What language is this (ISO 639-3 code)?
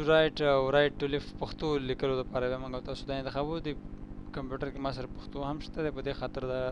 pus